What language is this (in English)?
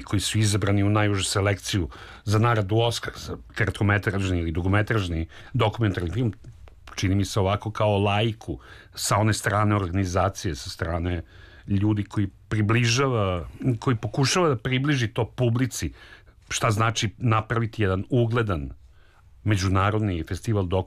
Serbian